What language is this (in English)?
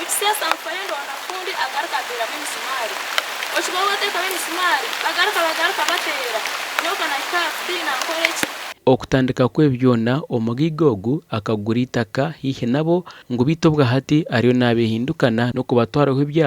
Nyankole